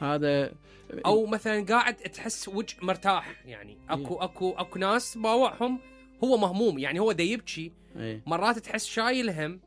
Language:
Mesopotamian Arabic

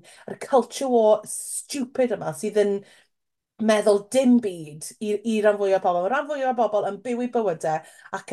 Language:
Welsh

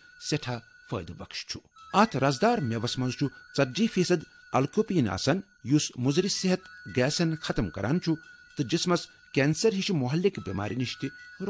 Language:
Kashmiri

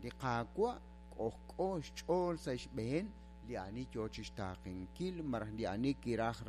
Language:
Kekchí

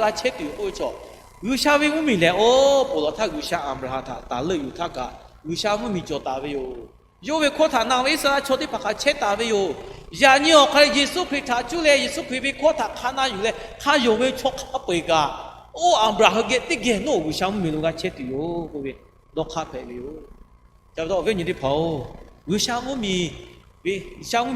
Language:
Lahu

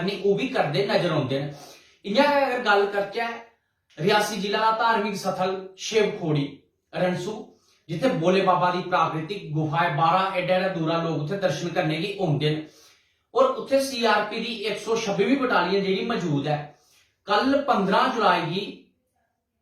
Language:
Dogri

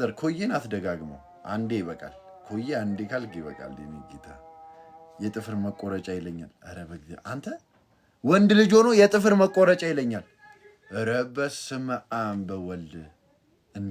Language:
Amharic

